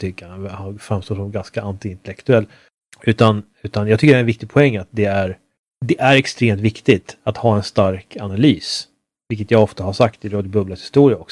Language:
Swedish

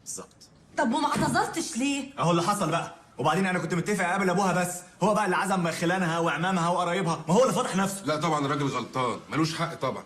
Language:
Egyptian Arabic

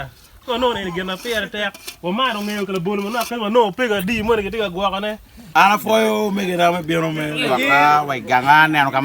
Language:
Acoli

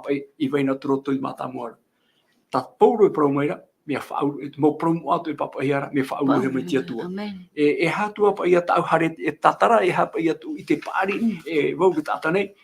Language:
Tahitian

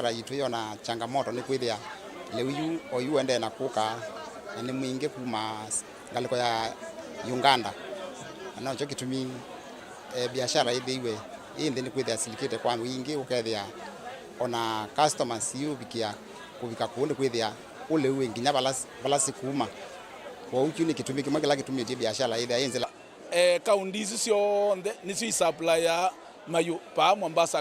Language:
Kamba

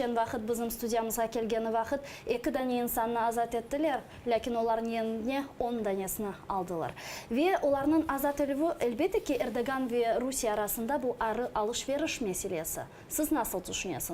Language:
Crimean Tatar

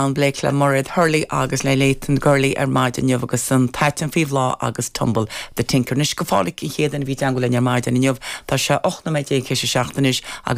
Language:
Irish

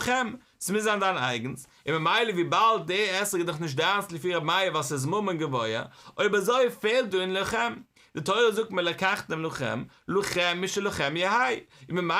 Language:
Yiddish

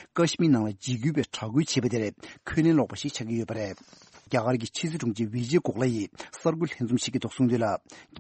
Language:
Tibetan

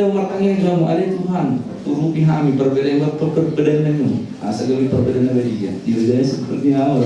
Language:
Batak Toba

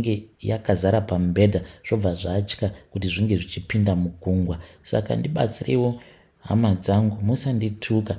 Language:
Shona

